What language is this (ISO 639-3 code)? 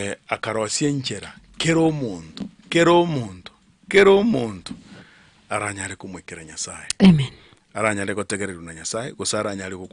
guz